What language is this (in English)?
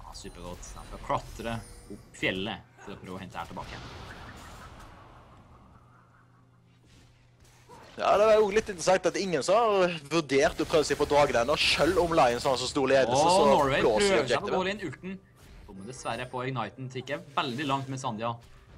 Norwegian